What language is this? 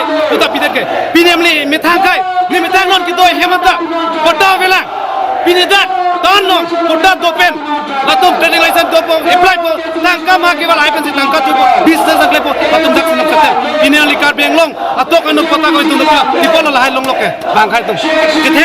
Karbi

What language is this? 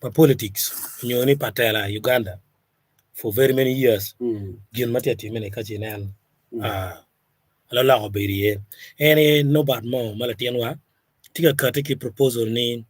Acoli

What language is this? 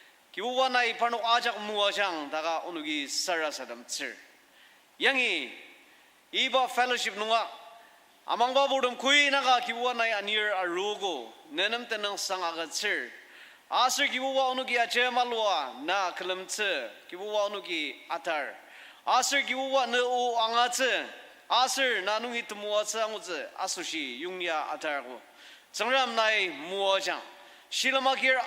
Ao Naga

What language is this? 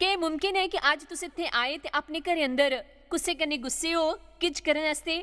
Dogri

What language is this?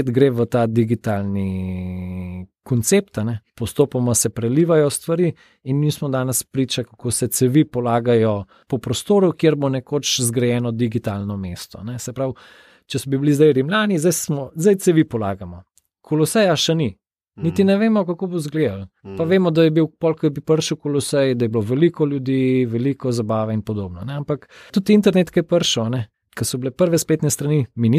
Slovenian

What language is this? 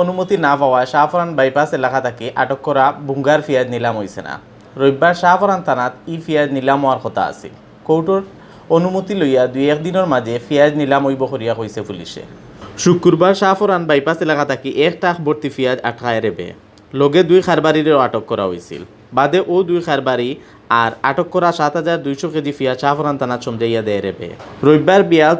Sylheti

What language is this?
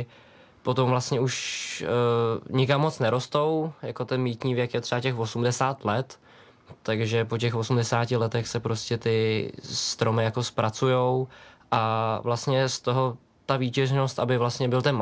Czech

